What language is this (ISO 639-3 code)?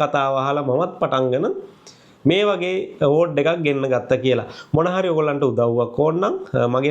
sin